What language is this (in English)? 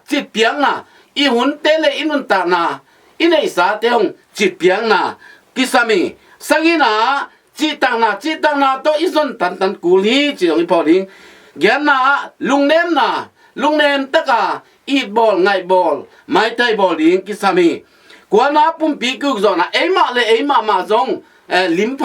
Tedim Chin